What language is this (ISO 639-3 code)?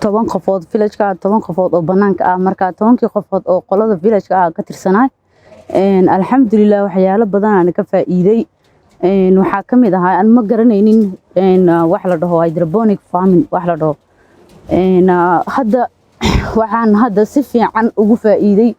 som